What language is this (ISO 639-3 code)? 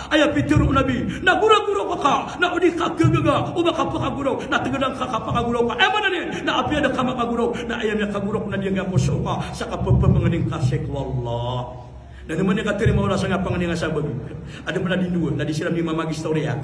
mrw